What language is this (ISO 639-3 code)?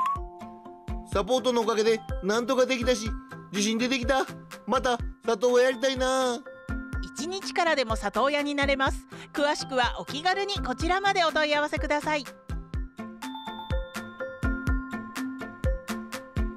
jpn